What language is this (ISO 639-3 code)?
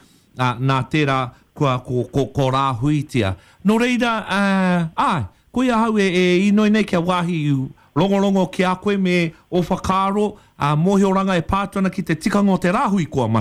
mri